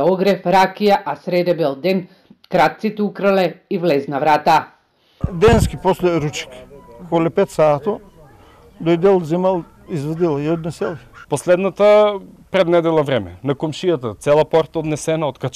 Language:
Macedonian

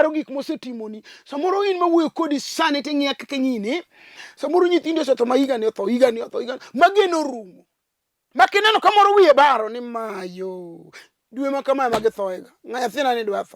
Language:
Luo (Kenya and Tanzania)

